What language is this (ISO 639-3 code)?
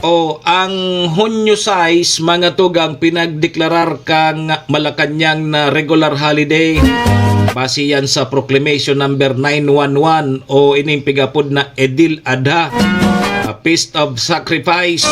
bik